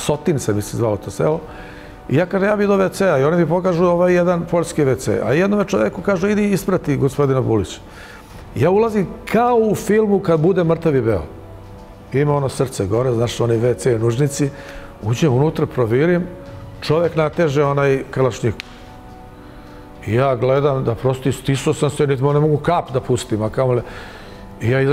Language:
Serbian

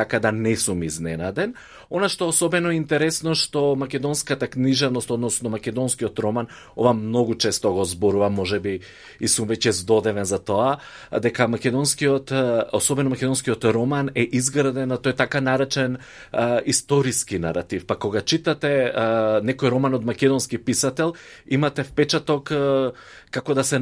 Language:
Macedonian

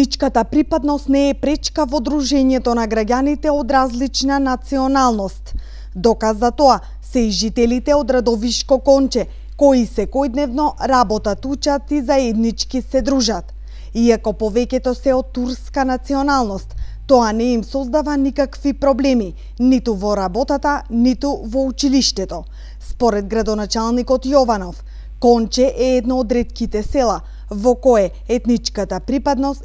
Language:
Macedonian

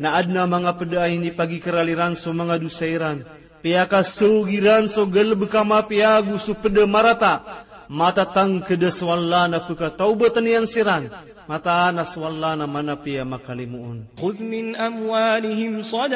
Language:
Maranao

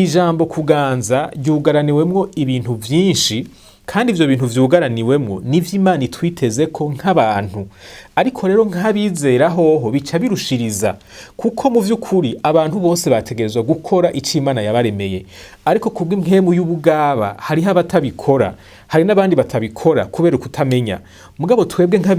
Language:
Rundi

